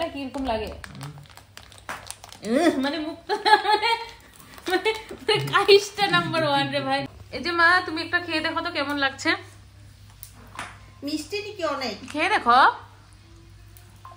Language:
Bangla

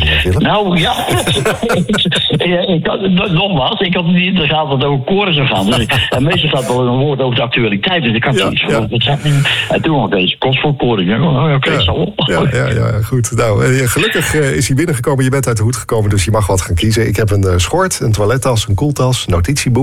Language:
Dutch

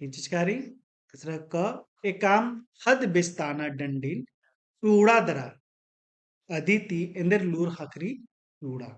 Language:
Kurukh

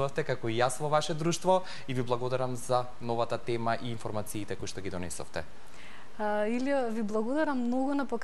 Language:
Macedonian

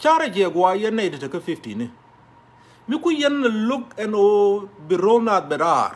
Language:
Nuer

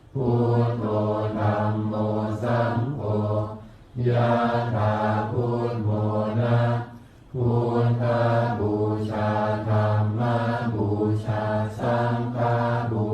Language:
Pali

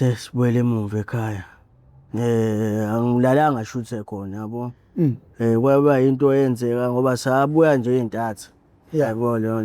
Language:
Zulu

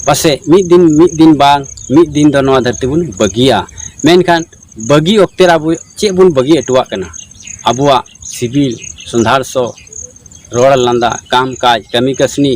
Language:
Santali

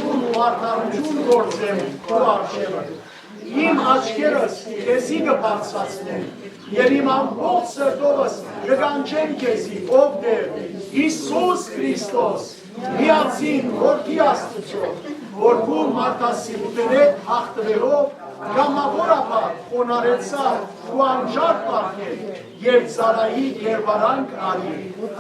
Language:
Western Armenian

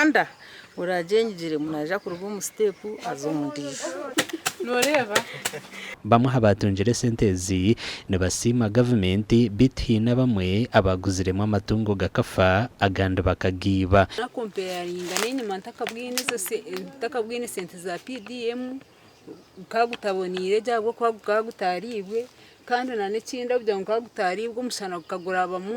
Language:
Nyankole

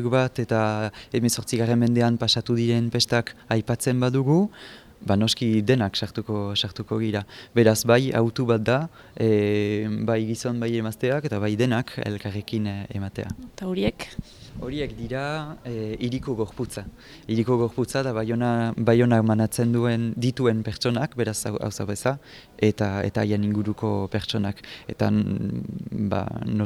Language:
Basque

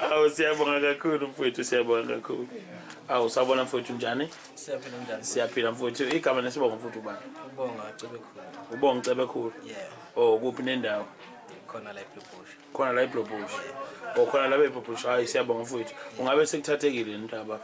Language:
Zulu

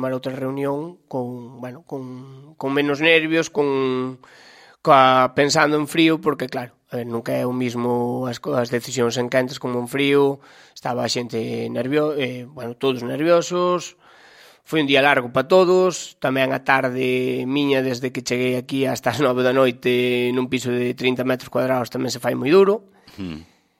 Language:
Galician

